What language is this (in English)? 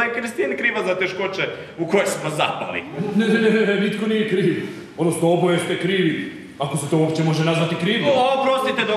Croatian